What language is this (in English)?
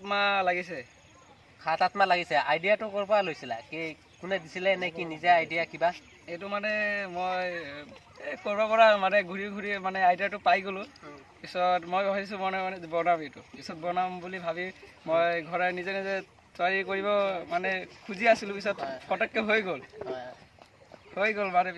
Assamese